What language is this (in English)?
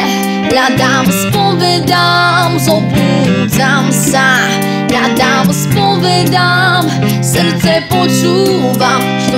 Slovak